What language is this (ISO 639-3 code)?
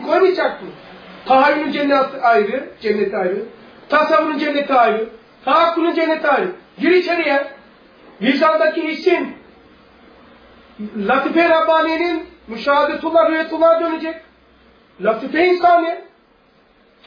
tur